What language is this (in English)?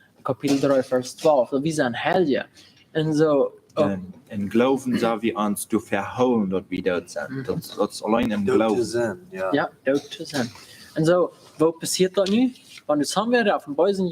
Plautdietsch